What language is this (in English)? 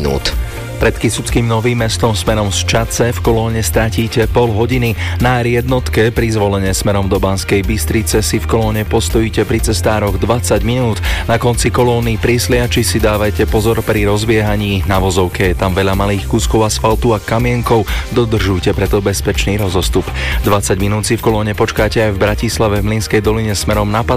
Slovak